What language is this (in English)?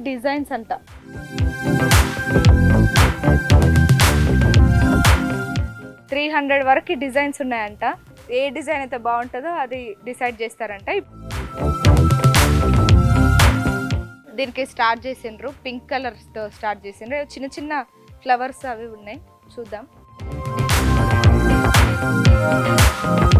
Telugu